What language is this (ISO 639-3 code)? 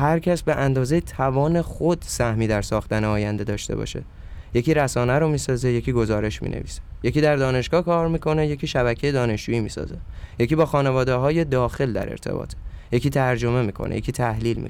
fas